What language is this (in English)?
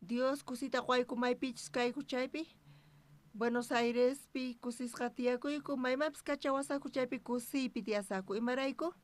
South Bolivian Quechua